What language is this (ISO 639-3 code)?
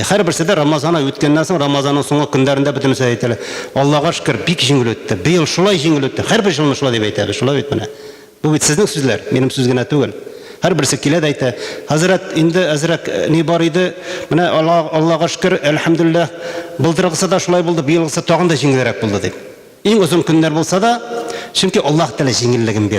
tat